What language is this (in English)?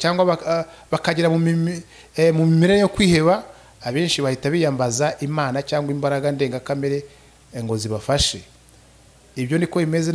Kinyarwanda